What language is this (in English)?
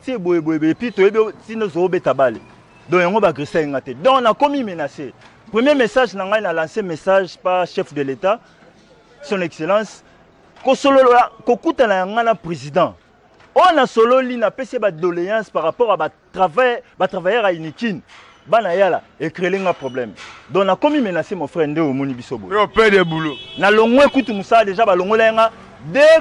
Lingala